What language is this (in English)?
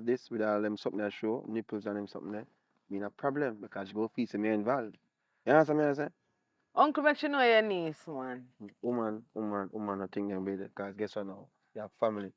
Jamaican Creole English